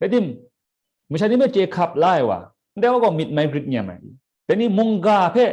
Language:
Kachin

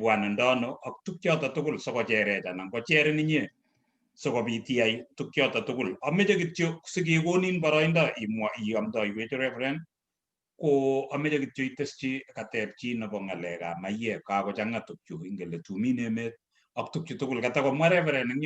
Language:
Kalenjin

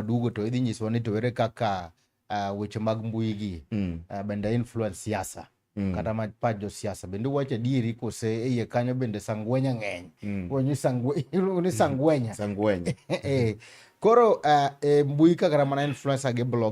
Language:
Luo (Kenya and Tanzania)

